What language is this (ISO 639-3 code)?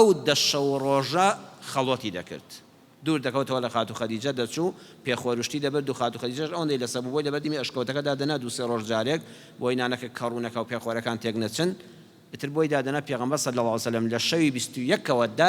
ckb